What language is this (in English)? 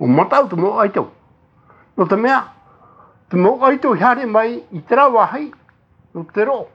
Tahitian